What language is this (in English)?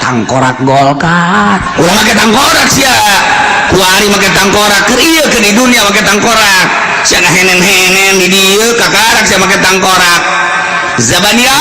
Sundanese